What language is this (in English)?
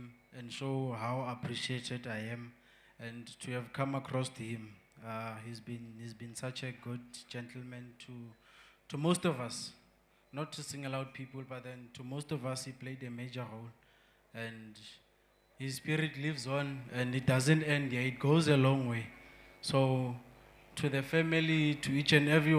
Venda